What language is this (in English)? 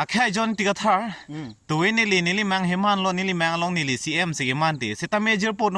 Karbi